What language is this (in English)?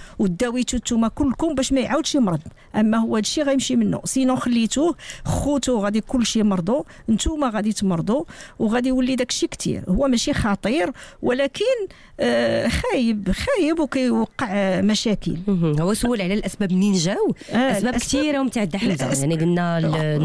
Moroccan Arabic